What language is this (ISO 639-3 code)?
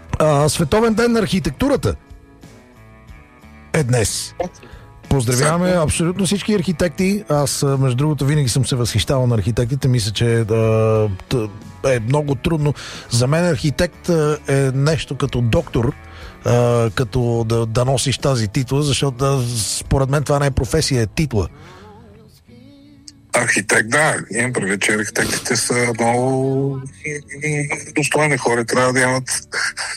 bul